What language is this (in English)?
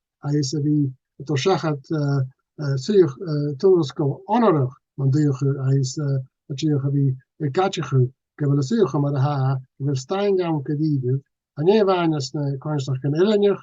Scottish Gaelic